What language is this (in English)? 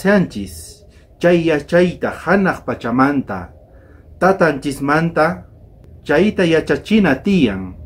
South Bolivian Quechua